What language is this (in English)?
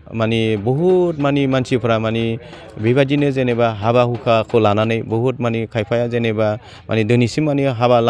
Bodo